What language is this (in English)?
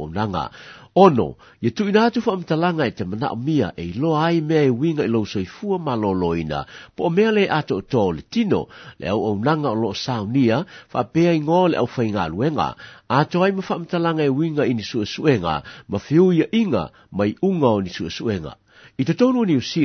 Samoan